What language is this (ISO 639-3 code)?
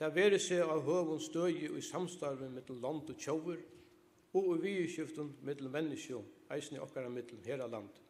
fao